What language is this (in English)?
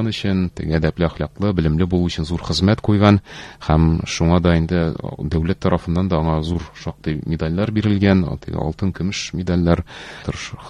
Tatar